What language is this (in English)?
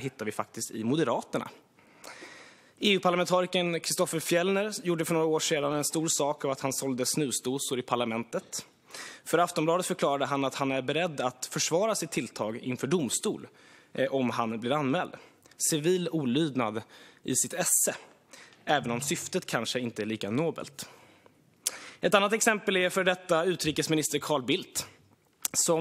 Swedish